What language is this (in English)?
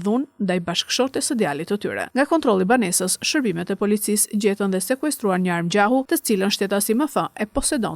Albanian